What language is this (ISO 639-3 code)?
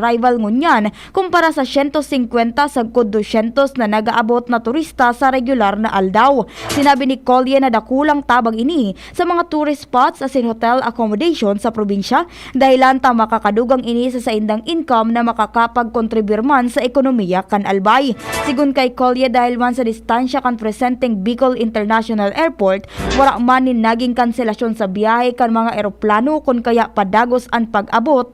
bik